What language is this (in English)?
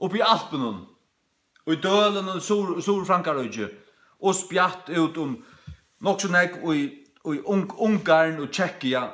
Faroese